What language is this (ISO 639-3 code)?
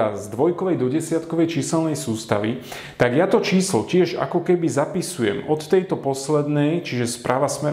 slk